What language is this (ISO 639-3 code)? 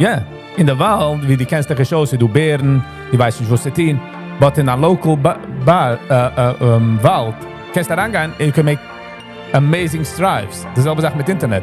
yid